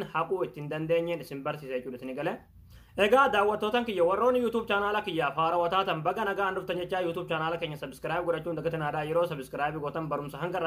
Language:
Oromo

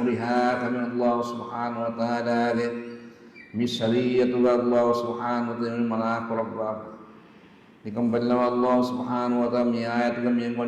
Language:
Divehi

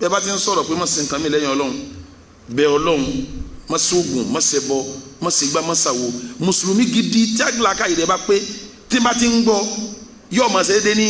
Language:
Yoruba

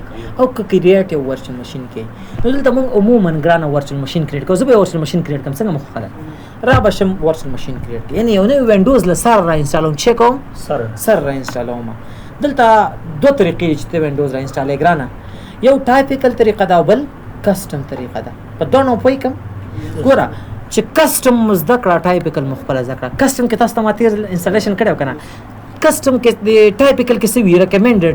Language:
Pashto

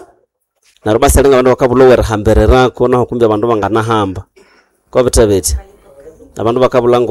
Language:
Nande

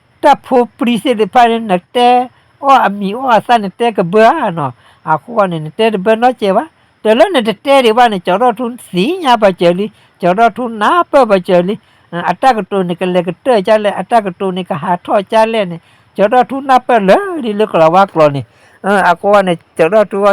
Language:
S'gaw Karen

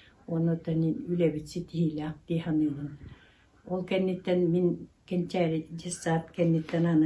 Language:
Yakut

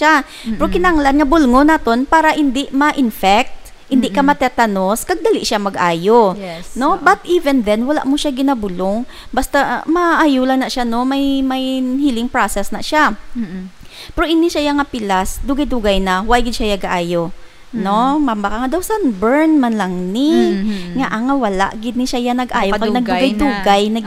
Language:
Hiligaynon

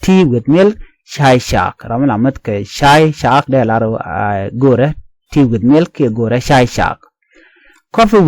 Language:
Nuer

